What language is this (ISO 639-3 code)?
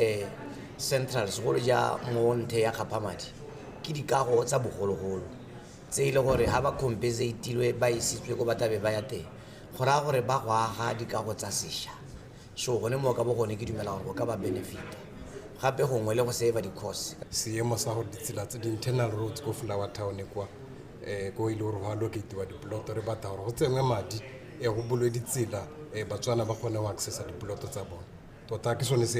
tsn